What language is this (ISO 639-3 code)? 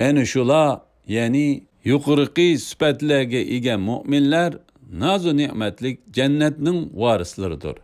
uig